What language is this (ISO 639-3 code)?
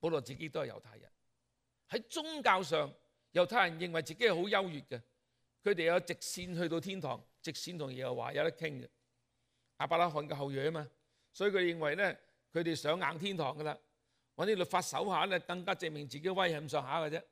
yue